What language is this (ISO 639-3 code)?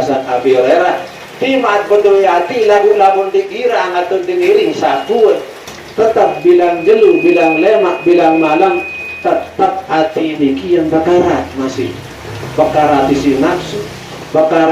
sas